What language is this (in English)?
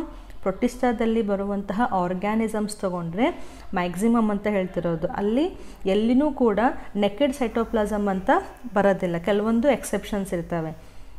Kannada